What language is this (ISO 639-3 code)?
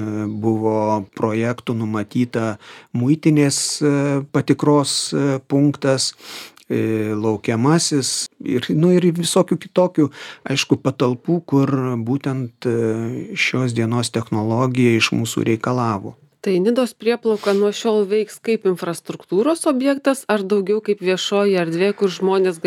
lit